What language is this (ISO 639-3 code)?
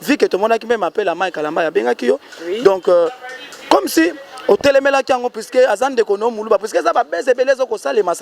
lin